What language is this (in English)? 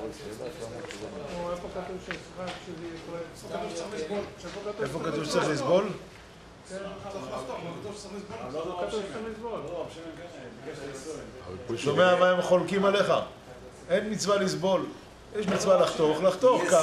Hebrew